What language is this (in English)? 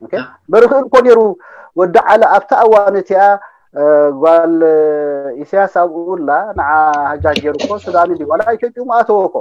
Tigrinya